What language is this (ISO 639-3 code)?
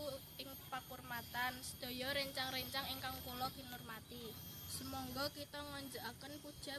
jav